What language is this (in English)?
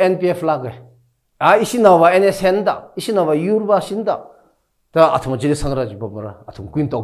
Tangkhul Naga (India)